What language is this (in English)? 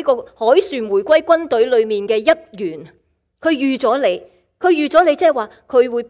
Cantonese